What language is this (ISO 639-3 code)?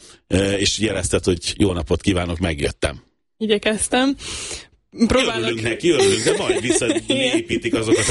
hun